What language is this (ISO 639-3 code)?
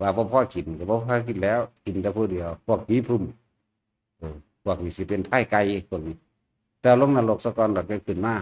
tts